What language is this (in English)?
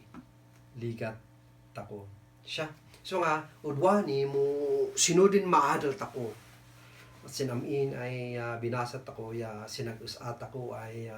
Kankanaey